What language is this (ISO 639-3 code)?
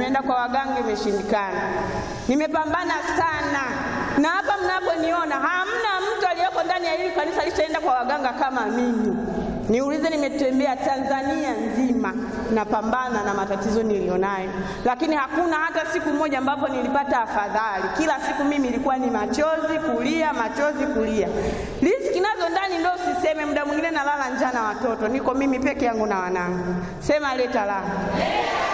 swa